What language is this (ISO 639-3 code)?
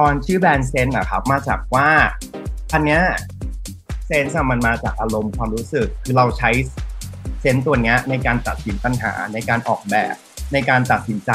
tha